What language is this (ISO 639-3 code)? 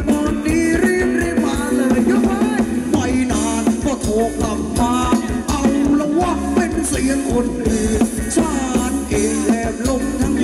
tha